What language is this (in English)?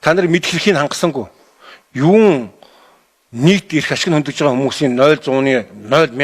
Mongolian